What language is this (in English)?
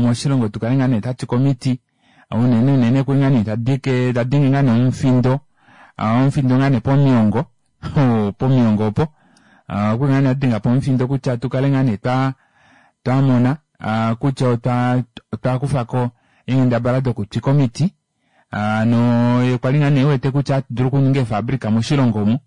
Kuanyama